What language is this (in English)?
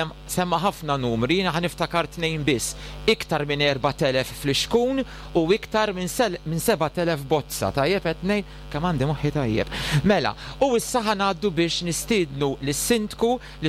Maltese